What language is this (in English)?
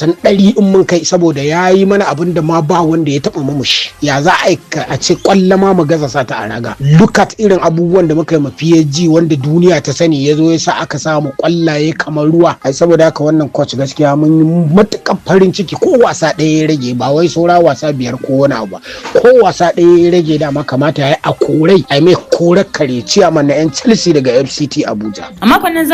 Hausa